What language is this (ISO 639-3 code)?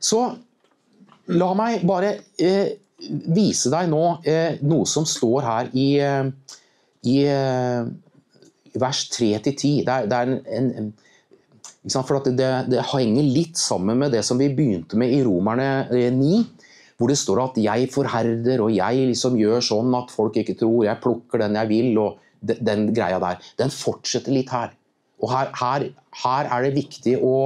nor